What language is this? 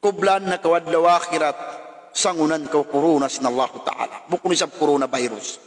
Tausug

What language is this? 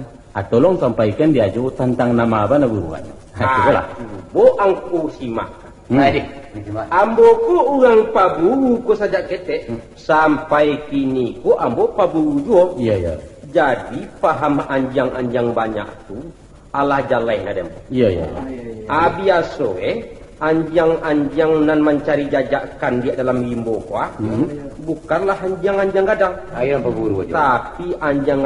Minangkabau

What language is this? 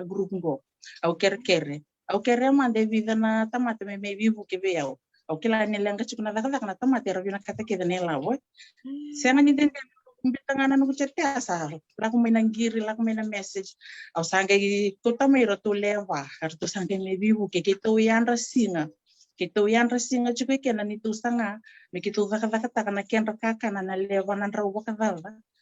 Fijian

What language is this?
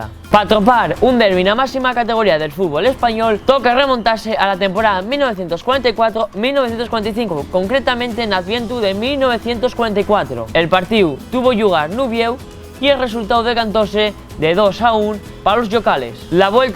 Asturian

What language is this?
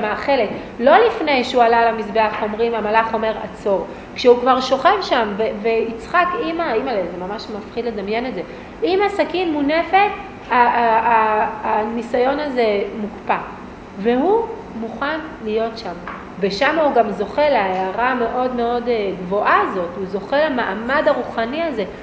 Hebrew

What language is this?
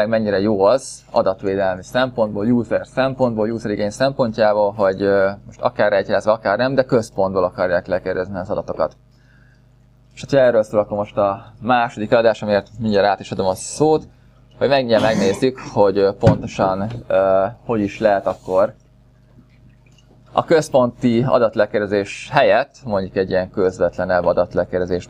Hungarian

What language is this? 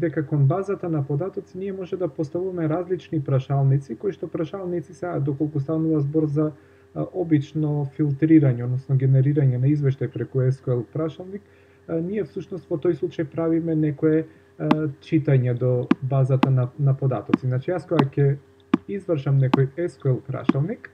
Macedonian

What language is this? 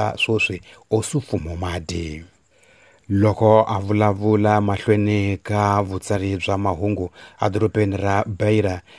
Tsonga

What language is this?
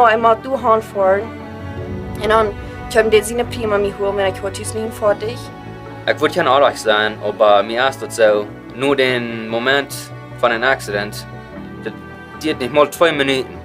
Plautdietsch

